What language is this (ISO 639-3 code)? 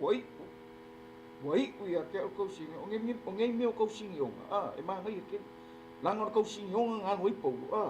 smo